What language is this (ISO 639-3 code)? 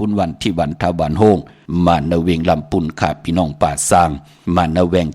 shn